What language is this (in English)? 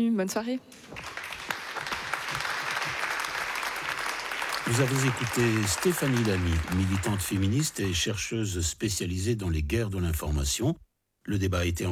French